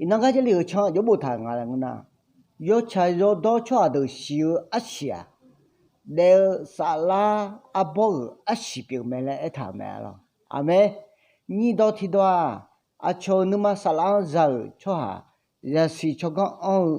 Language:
Akha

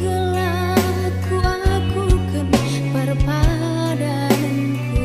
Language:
Batak Karo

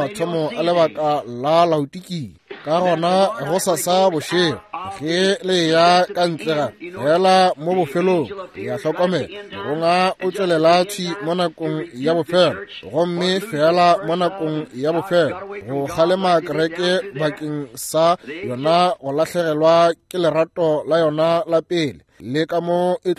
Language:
Northern Sotho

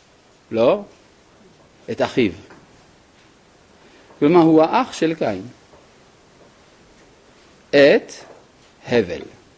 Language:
Hebrew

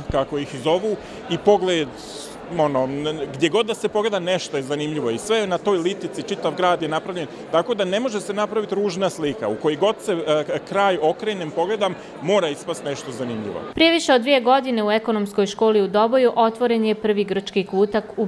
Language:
Bosnian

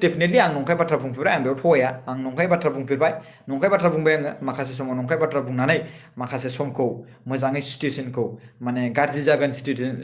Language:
Bodo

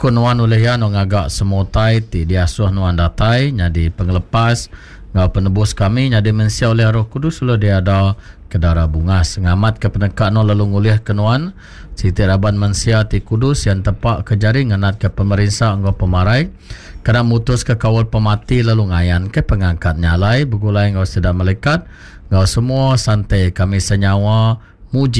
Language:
Iban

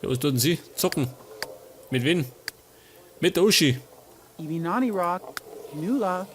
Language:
Bavarian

